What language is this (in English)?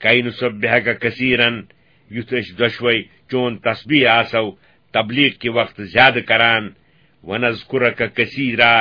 Kashmiri